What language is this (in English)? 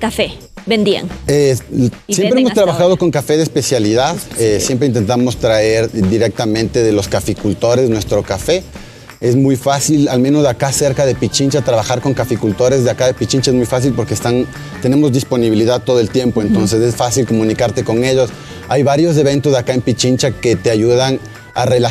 Spanish